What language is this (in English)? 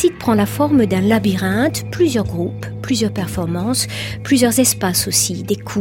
French